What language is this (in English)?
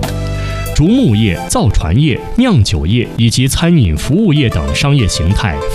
Chinese